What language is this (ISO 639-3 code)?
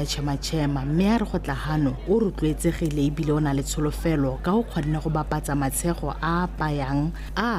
tsn